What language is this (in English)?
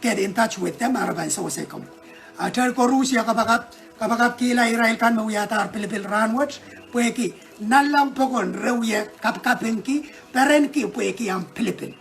Pohnpeian